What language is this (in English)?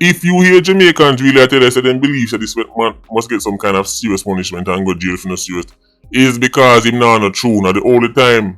Jamaican Creole English